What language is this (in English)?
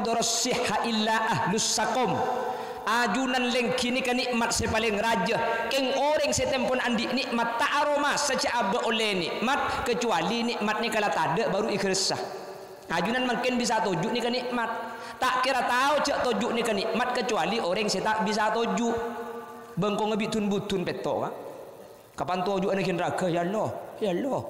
Madurese